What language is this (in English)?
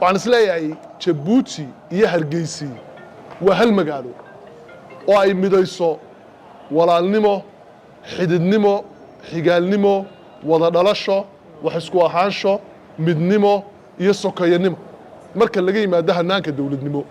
Somali